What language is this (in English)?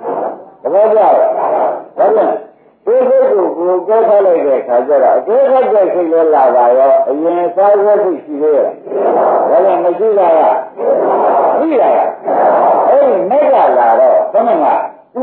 Burmese